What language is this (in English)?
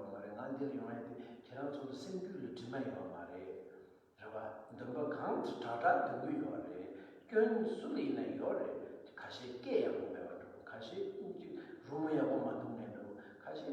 Tibetan